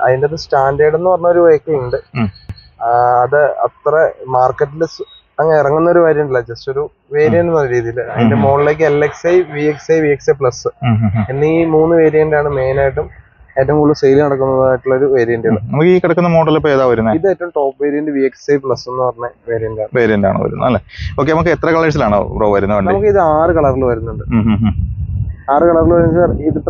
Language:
Malayalam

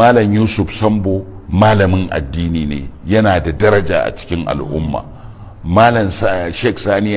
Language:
Hausa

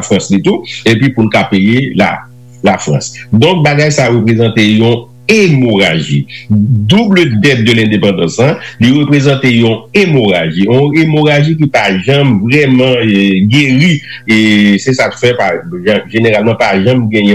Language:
Haitian Creole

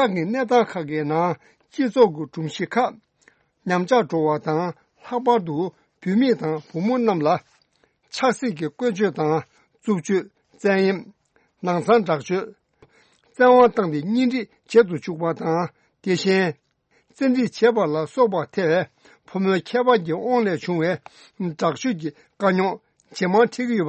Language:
Tibetan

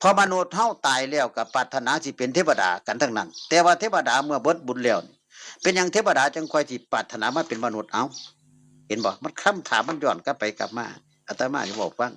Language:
Northeastern Thai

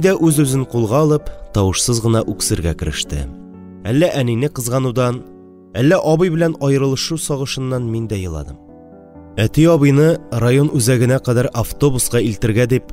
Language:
Tatar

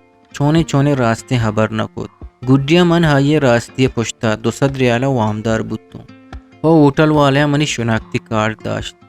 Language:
Eastern Balochi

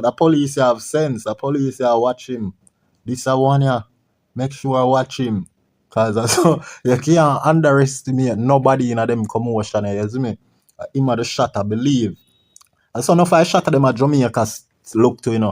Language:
Jamaican Creole English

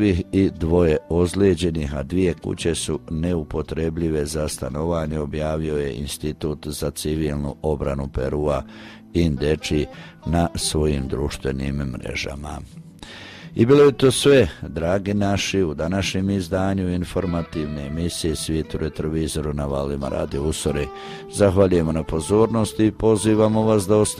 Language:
Croatian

